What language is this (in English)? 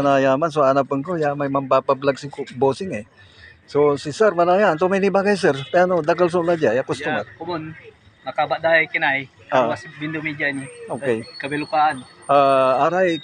Pangasinan